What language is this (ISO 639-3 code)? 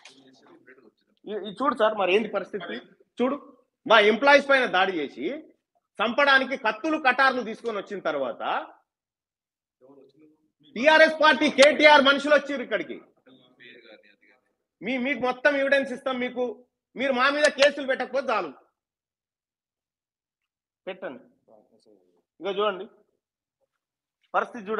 tel